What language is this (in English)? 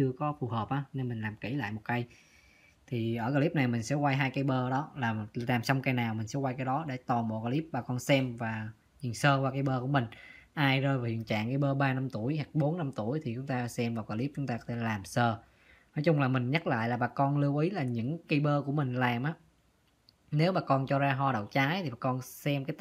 Vietnamese